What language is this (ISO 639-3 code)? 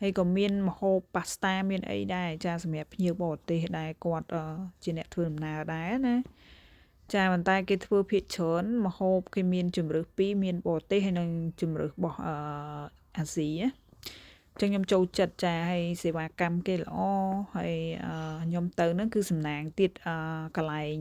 khm